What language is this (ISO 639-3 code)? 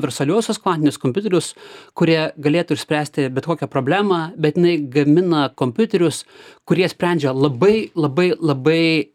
lit